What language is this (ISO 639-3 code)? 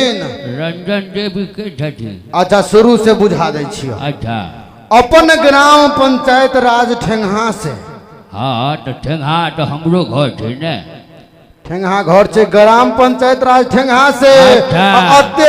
mai